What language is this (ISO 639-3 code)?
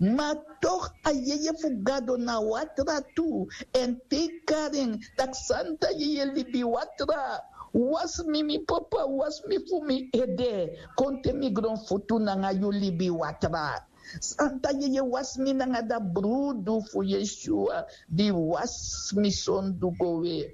srn